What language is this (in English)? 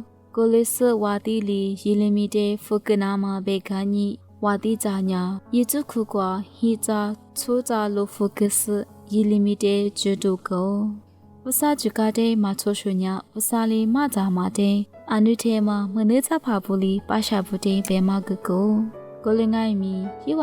Lisu